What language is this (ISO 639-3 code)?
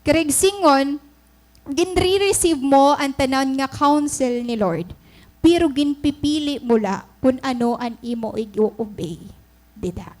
war